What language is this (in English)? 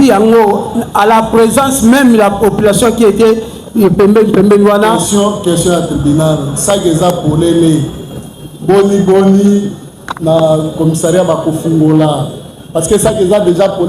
Lingala